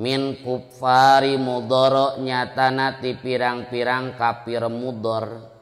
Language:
Sundanese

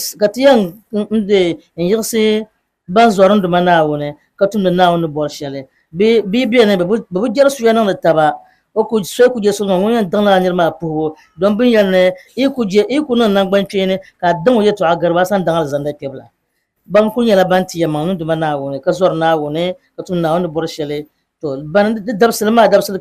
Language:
Dagbani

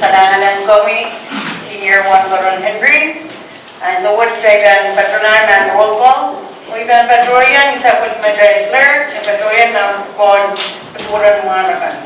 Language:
Pohnpeian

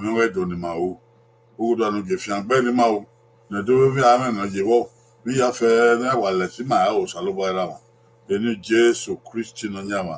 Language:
Bini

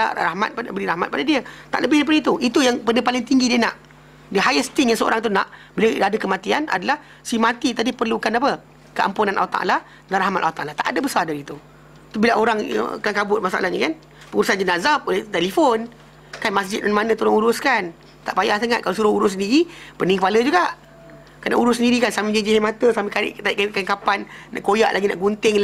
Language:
Malay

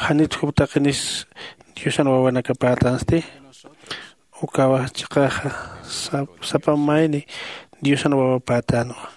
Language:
Aymara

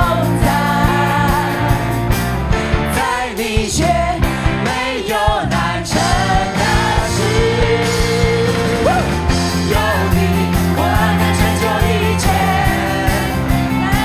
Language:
Chinese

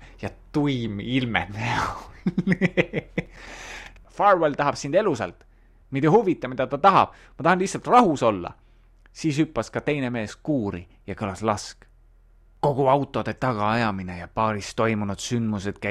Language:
Estonian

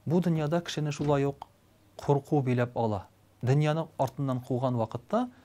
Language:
Tatar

